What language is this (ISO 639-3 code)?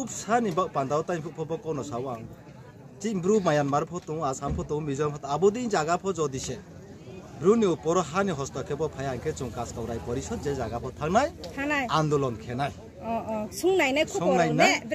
ria